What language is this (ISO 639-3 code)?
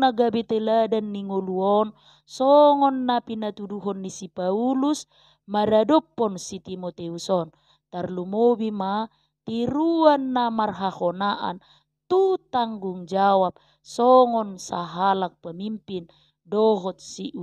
bbc